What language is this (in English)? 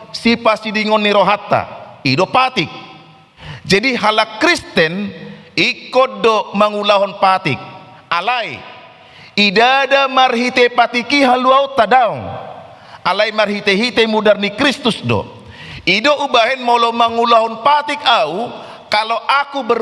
Batak Toba